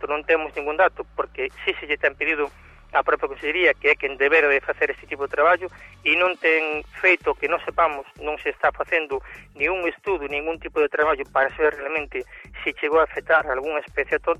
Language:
Galician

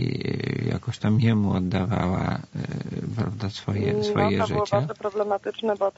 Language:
Polish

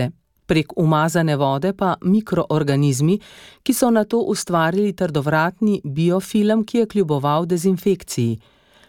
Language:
Slovenian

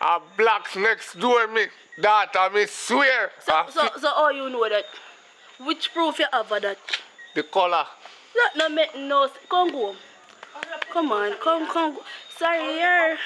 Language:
Jamaican Creole English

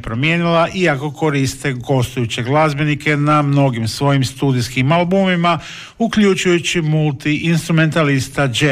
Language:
Croatian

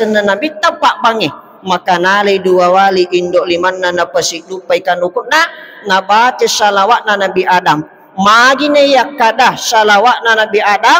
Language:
Buginese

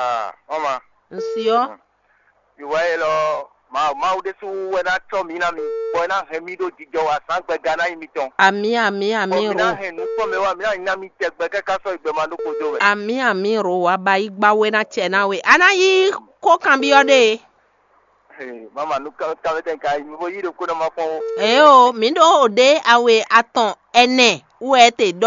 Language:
Fon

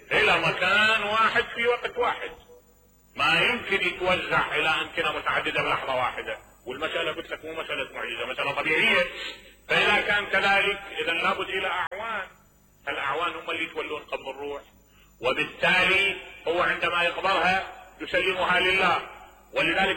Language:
Mesopotamian Arabic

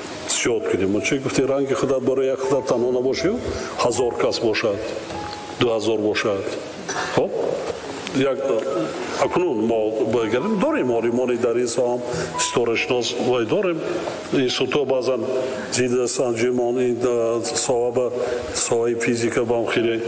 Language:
Tajik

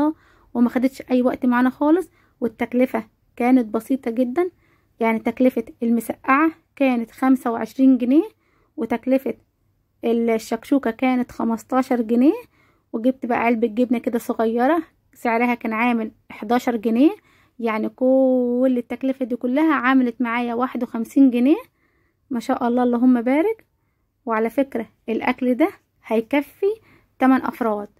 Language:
Egyptian Arabic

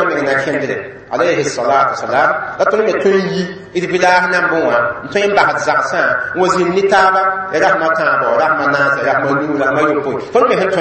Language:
Mossi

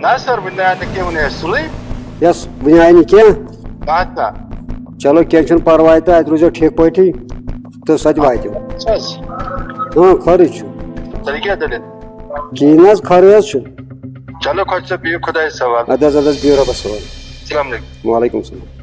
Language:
Kashmiri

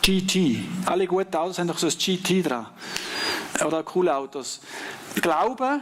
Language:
Swiss German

